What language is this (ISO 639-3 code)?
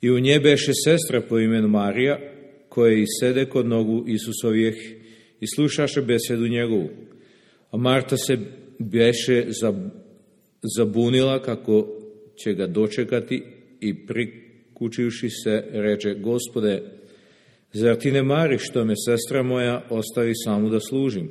srp